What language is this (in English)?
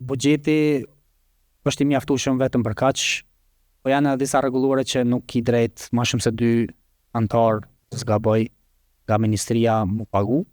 Albanian